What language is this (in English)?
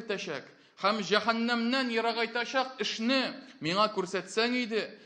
Tatar